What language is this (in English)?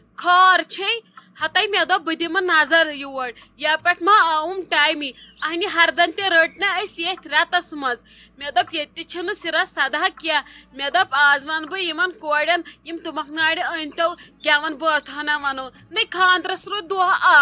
Kashmiri